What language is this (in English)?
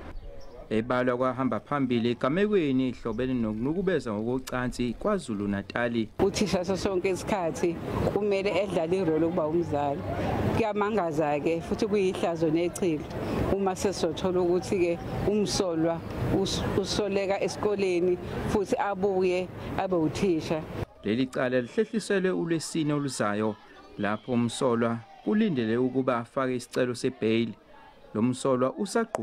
Zulu